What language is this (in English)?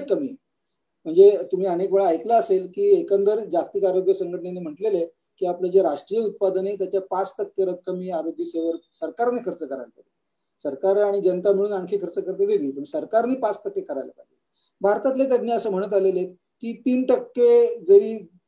Marathi